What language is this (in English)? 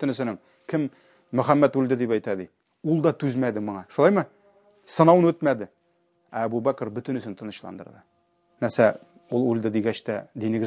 Tatar